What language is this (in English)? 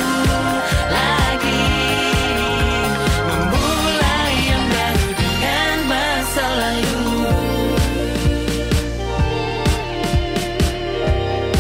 Indonesian